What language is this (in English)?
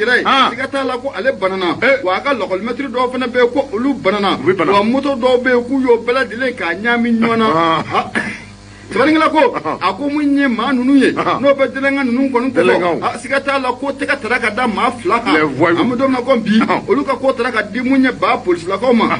Bambara